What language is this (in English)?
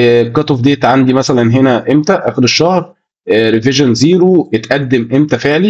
Egyptian Arabic